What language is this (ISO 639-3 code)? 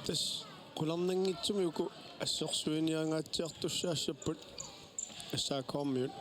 kal